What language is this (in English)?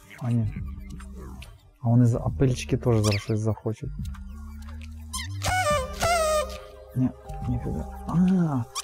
Ukrainian